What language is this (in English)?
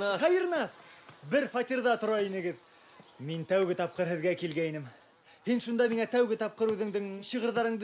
Bashkir